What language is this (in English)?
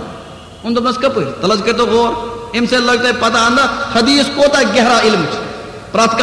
Kashmiri